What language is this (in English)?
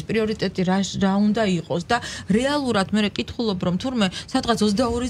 Georgian